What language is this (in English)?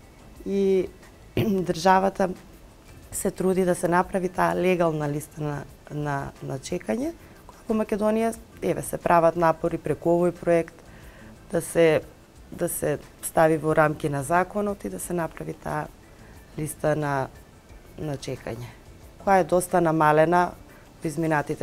Macedonian